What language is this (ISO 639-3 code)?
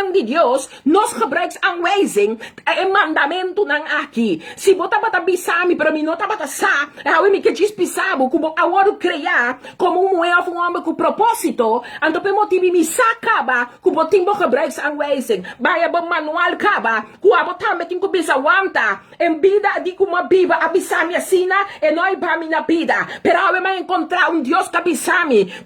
pap